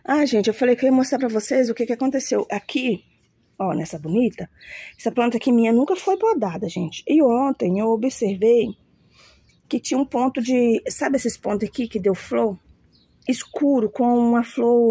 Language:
Portuguese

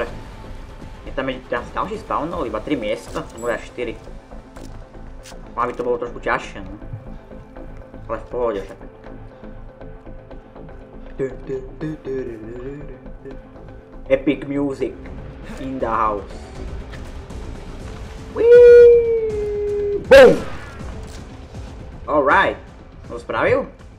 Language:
Slovak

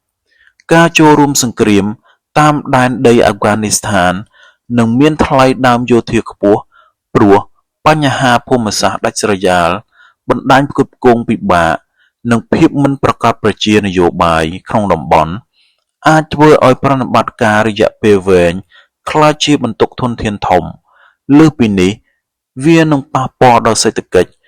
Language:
Khmer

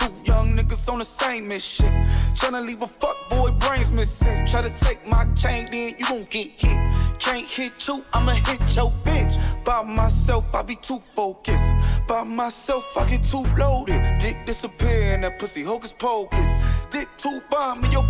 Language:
English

